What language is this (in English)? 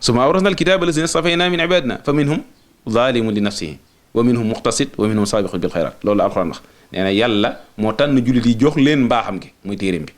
Wolof